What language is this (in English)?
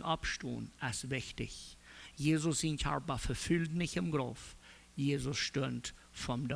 Plautdietsch